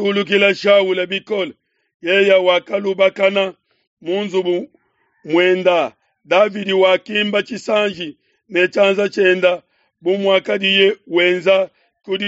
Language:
Luba-Lulua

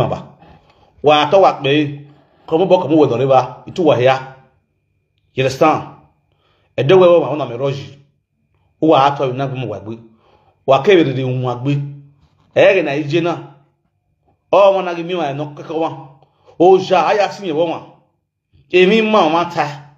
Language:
Nigerian Pidgin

